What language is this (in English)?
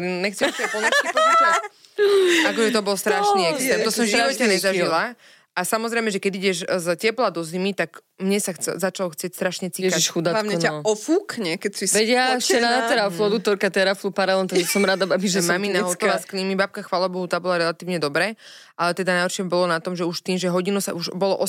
Slovak